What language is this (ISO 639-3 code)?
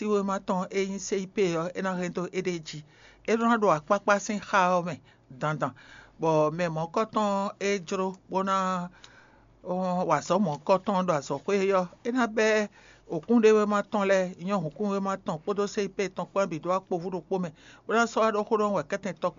fon